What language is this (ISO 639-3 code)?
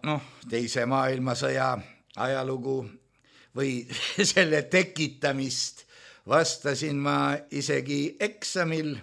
est